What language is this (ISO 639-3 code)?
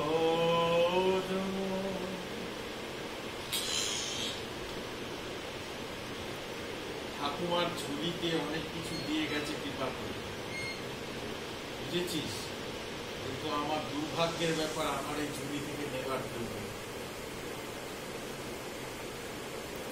ben